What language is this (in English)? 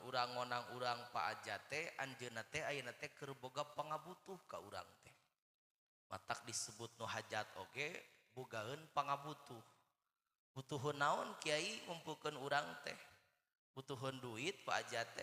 Sundanese